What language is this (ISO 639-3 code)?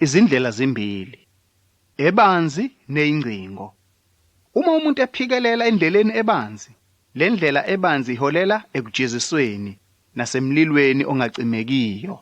zul